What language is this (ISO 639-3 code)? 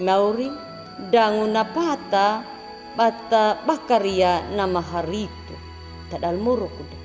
akg